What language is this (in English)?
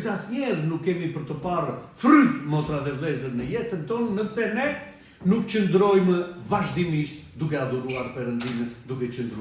Albanian